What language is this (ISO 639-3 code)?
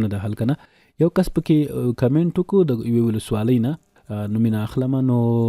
pus